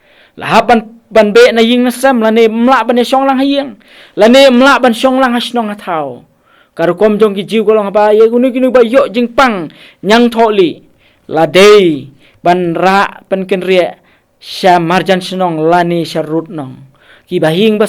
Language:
Khasi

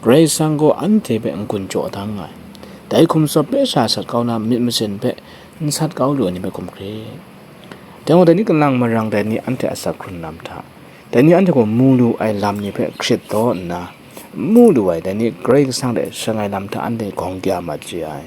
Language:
Kachin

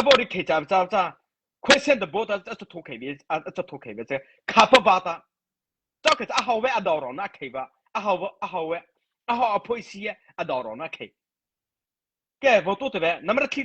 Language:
Mara Chin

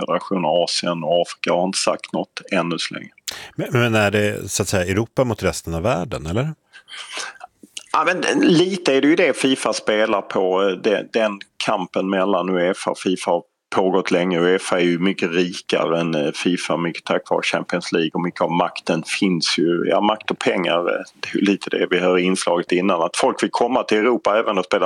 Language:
Swedish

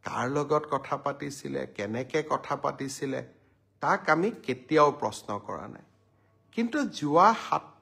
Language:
Assamese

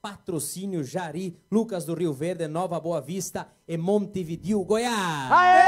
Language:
Venetian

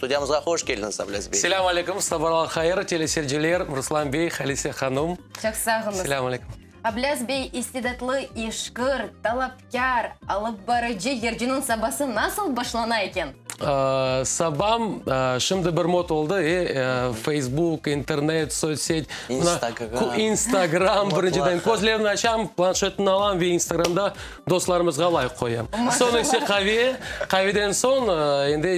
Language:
Crimean Tatar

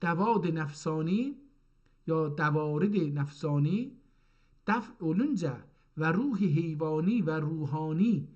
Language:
South Azerbaijani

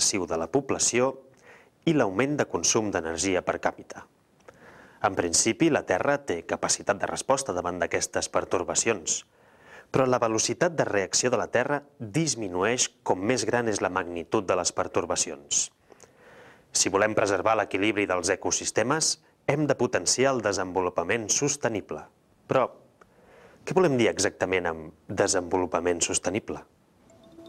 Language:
Catalan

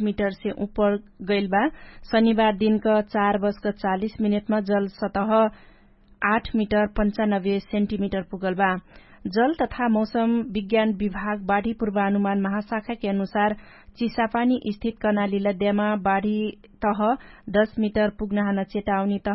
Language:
Dangaura Tharu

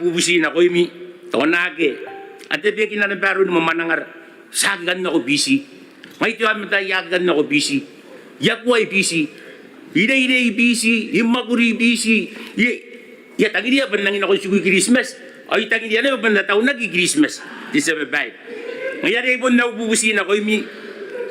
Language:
Gilbertese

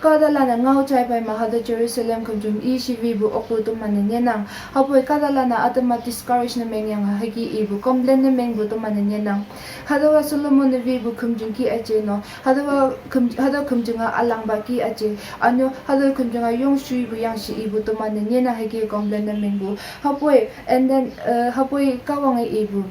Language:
Konyak Naga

